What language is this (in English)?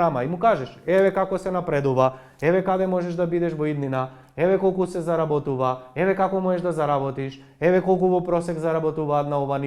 Macedonian